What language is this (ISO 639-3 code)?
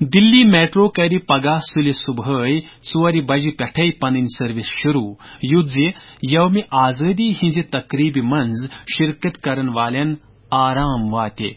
kas